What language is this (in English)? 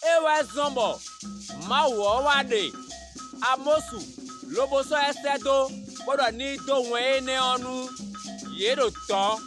Fon